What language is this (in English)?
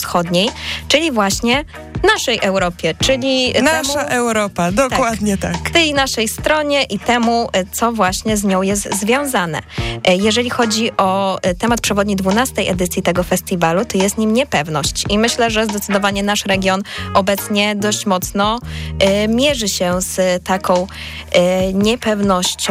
Polish